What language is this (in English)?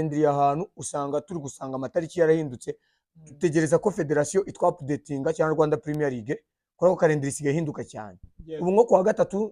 Kinyarwanda